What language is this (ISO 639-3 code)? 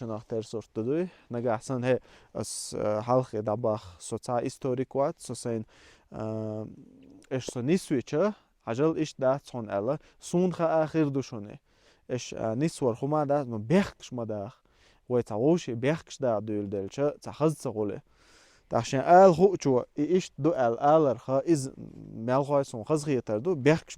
che